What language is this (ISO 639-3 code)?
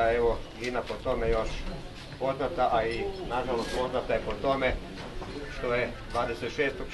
hrv